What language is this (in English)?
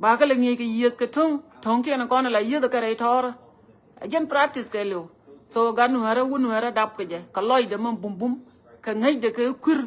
Nuer